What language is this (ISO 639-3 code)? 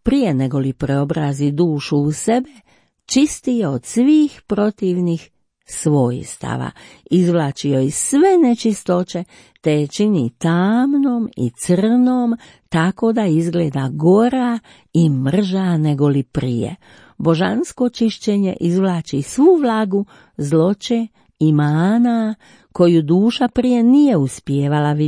hrv